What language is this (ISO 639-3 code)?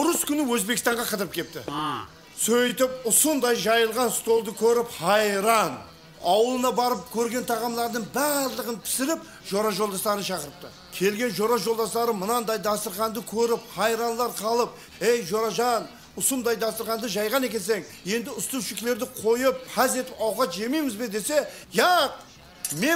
kaa